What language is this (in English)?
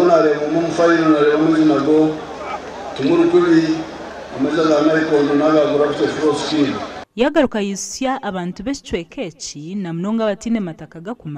Nyankole